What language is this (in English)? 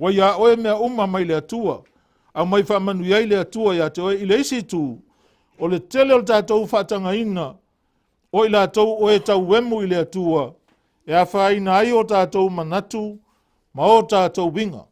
Samoan